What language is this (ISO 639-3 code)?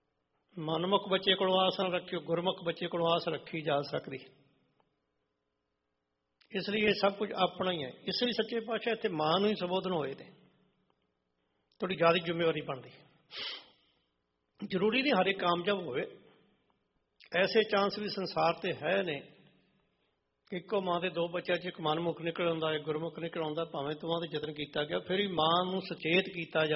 pan